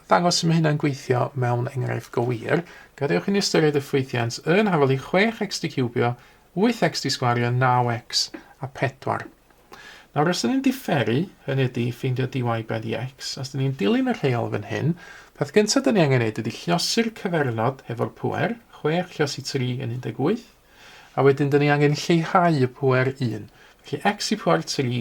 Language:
Welsh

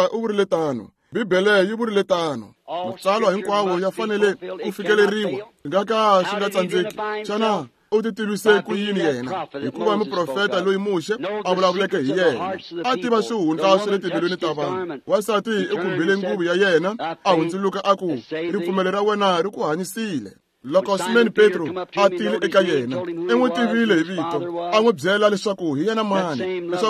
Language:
Tsonga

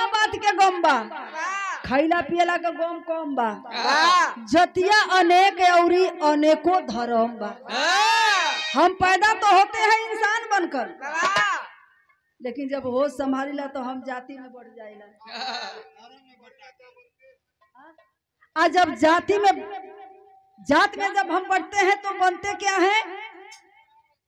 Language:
Bhojpuri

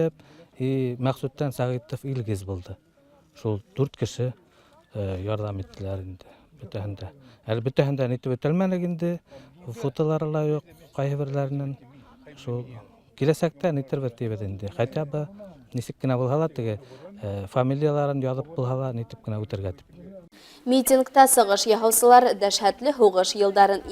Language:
Bashkir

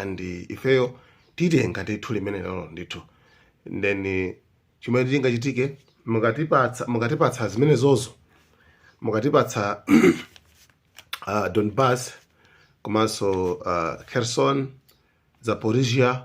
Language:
Nyanja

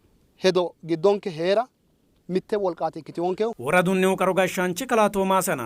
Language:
Sidamo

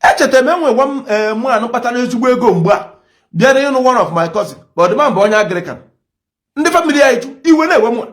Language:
Igbo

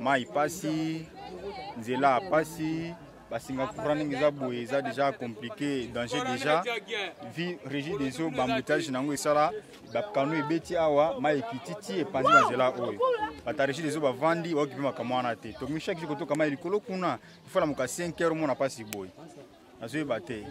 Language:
Lingala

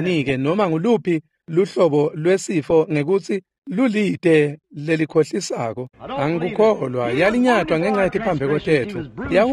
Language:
Swati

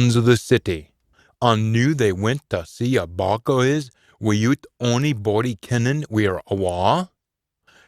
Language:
Scots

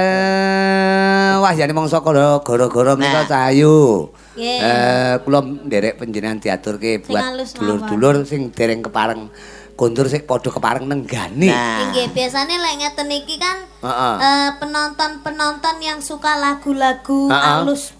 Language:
Javanese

